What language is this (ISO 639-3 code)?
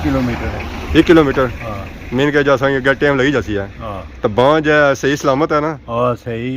phr